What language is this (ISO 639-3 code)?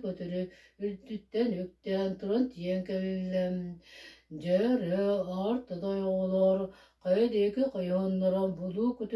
sah